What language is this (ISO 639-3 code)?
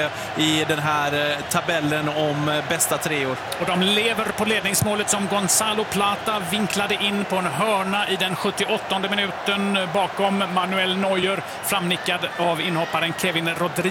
swe